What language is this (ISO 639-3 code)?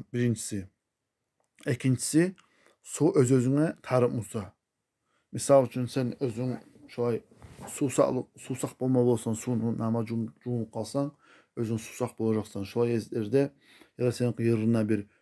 kum